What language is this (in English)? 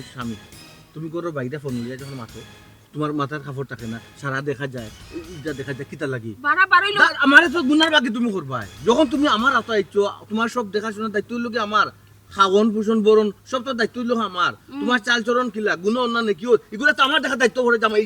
Sylheti